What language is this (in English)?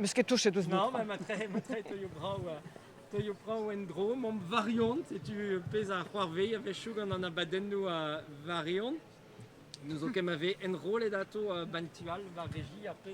Breton